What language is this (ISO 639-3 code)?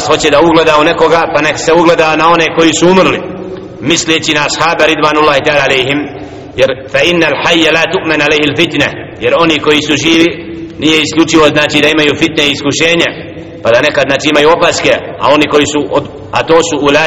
bos